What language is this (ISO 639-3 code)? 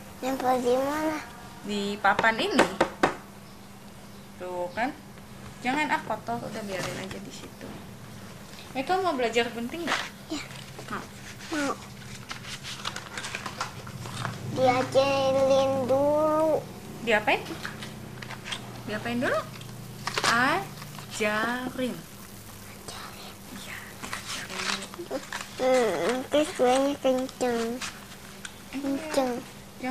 ind